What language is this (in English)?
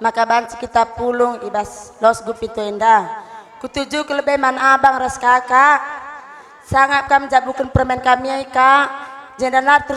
Batak Karo